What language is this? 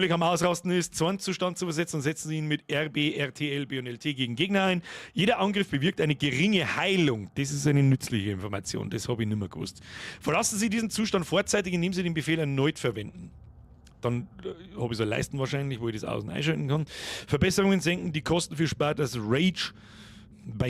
Bavarian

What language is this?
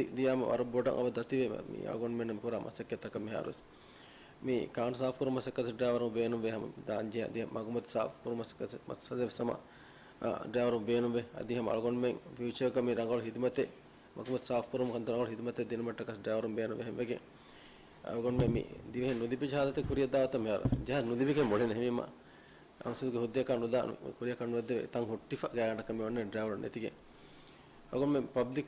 Divehi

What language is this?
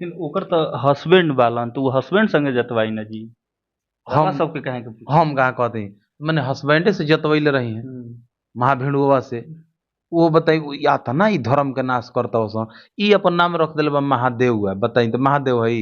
Bhojpuri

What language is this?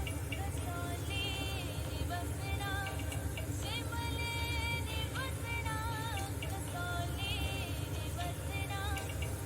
Dogri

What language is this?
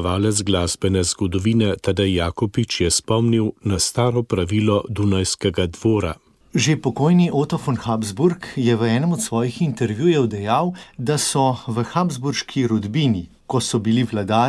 Slovenian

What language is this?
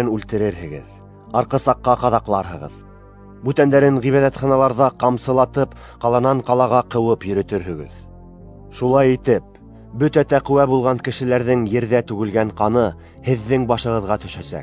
Bashkir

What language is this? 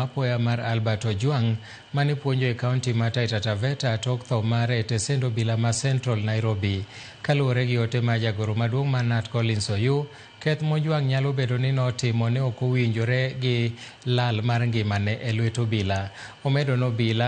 Luo (Kenya and Tanzania)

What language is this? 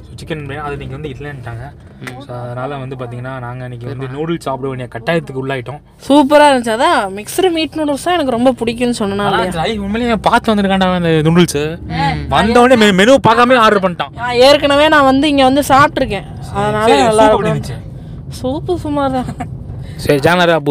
Tamil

